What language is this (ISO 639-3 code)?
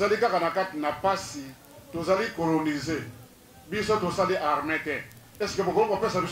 lin